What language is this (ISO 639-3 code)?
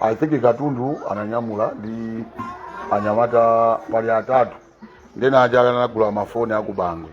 nya